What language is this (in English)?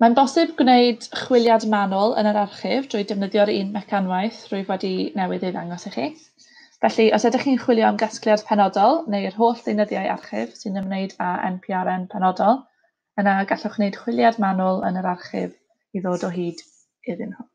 Welsh